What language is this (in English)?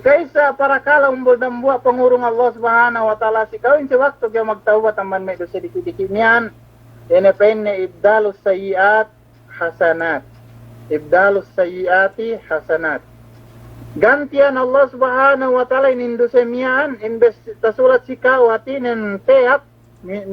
Yakan